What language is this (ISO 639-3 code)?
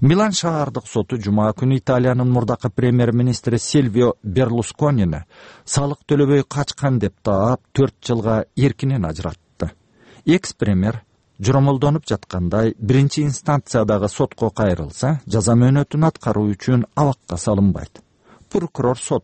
kir